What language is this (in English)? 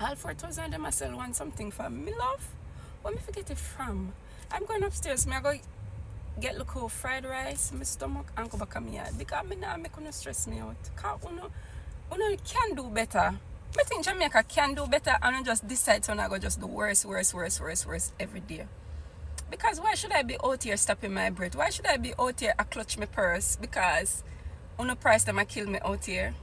Jamaican Creole English